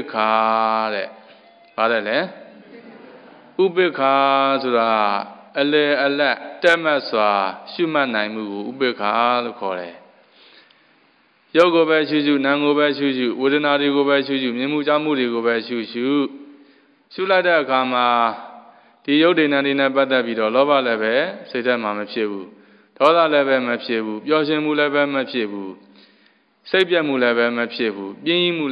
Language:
Burmese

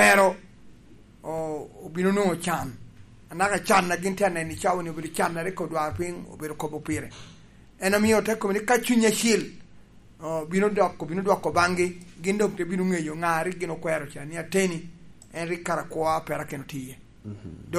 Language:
Lango (Uganda)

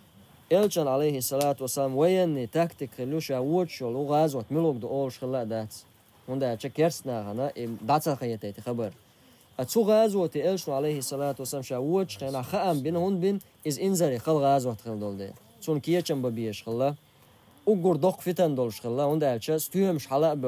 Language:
Chechen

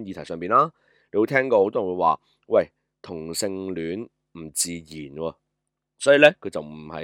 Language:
Cantonese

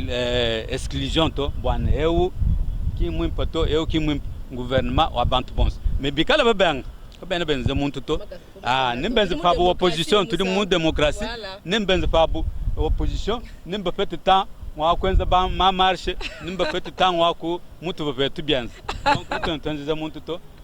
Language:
Luba-Lulua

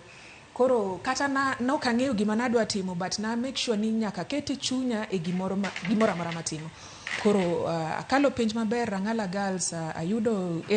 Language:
Luo (Kenya and Tanzania)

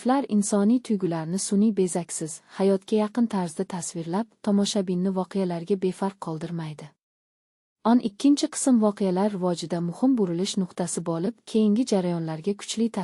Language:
Uzbek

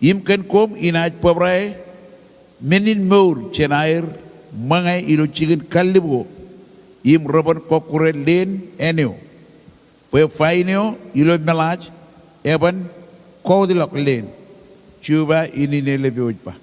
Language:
Marshallese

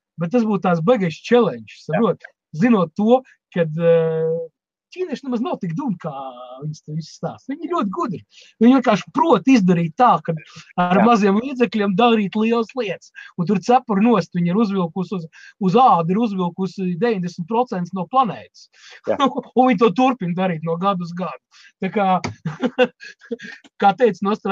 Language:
Latvian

